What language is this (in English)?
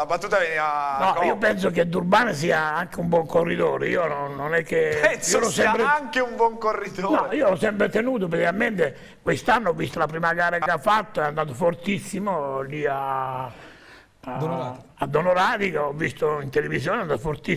Italian